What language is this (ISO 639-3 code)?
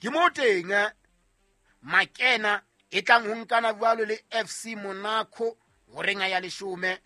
sot